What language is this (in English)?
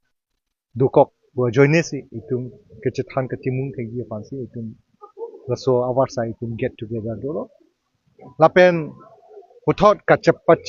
Karbi